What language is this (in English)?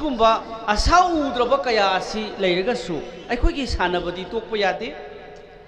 Manipuri